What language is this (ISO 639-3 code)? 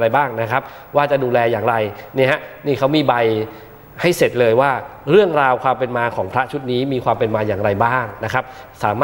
tha